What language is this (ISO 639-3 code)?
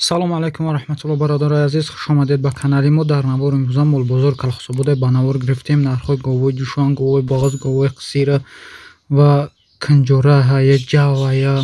tgk